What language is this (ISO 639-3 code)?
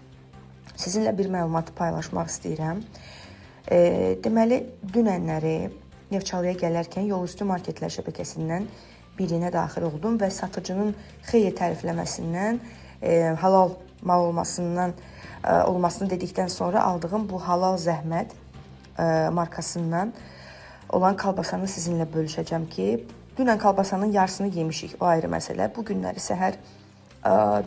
aze